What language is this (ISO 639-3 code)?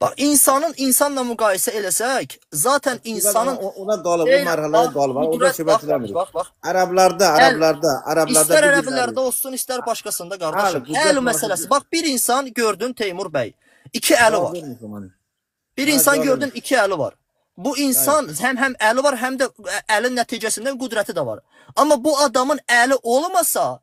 aze